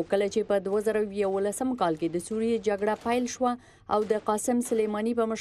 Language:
Pashto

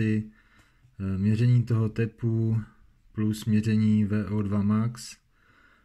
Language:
Czech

